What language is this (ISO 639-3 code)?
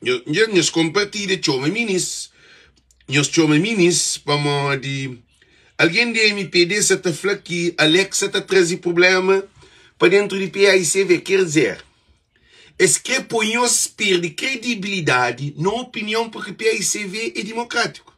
kea